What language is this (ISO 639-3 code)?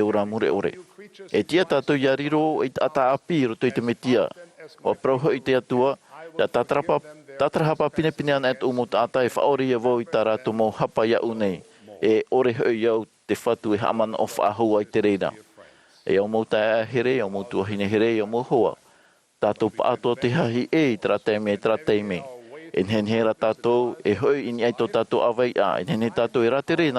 tah